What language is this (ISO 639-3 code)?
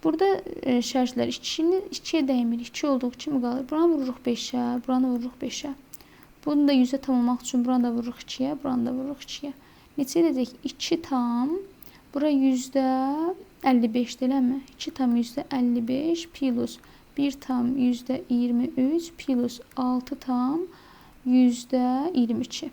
aze